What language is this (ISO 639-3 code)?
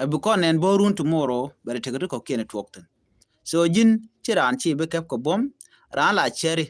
nus